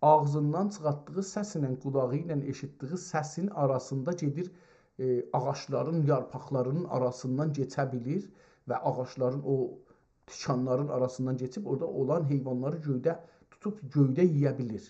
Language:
South Azerbaijani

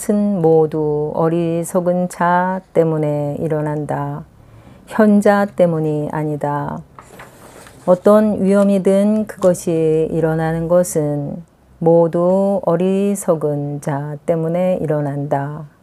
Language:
Korean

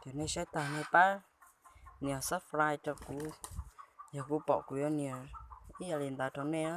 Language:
Hmong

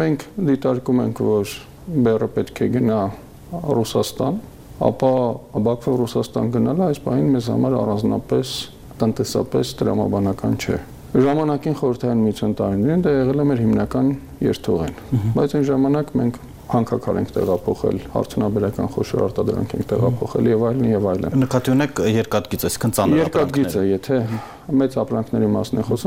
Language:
Armenian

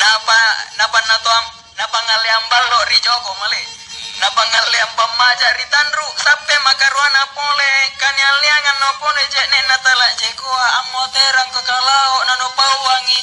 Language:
Makasar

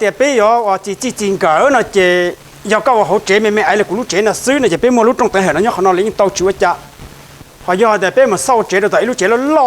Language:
Hmong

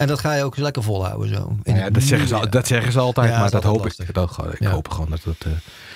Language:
Dutch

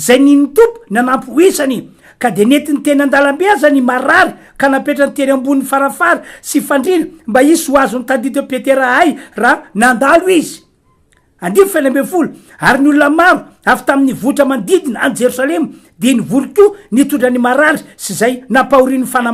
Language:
Malagasy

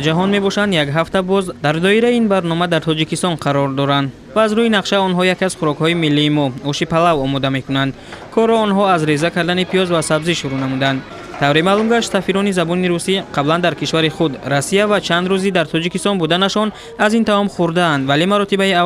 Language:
Tajik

